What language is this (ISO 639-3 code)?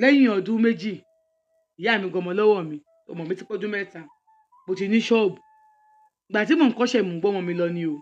yor